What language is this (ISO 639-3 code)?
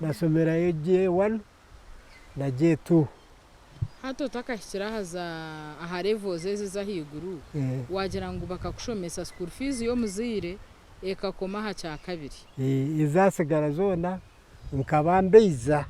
nyn